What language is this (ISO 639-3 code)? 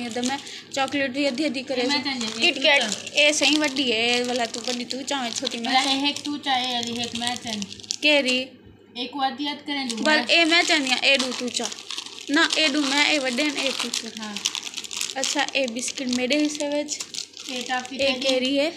skr